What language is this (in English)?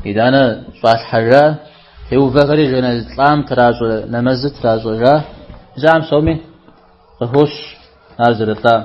Kabardian